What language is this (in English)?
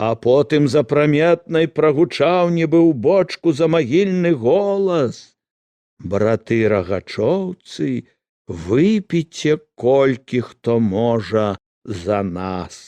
Belarusian